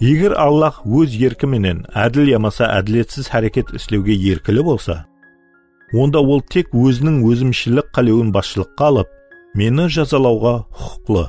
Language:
Kara-Kalpak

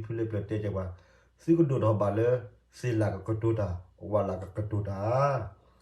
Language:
S'gaw Karen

